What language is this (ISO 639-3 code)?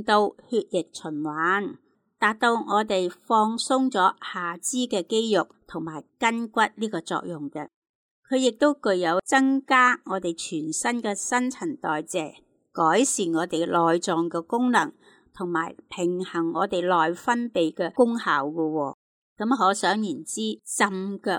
yue